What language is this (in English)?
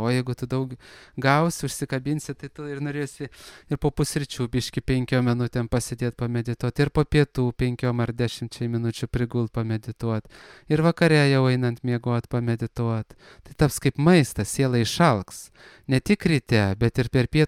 Lithuanian